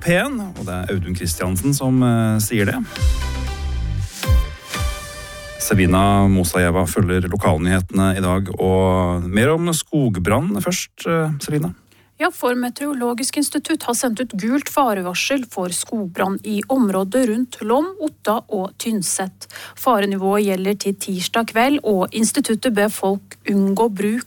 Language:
Norwegian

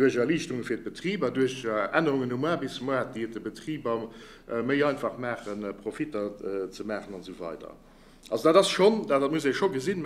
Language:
Luxembourgish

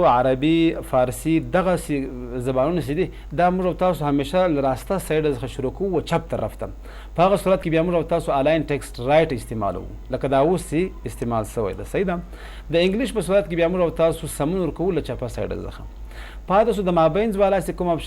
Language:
Pashto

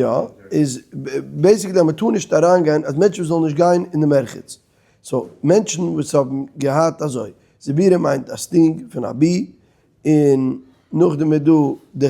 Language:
Yiddish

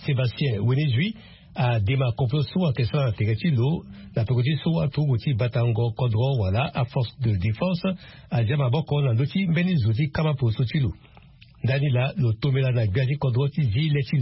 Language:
Sango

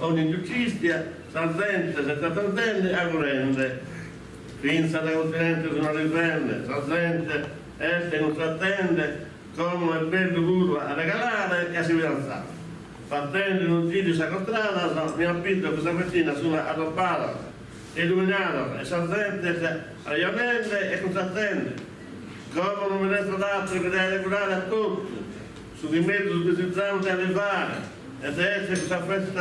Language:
Sardinian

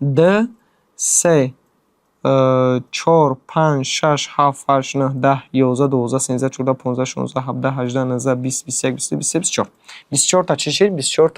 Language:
Tajik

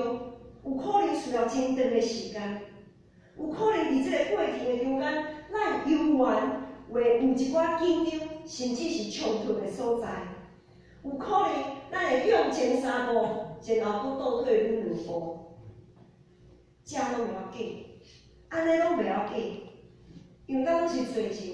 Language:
Min Nan Chinese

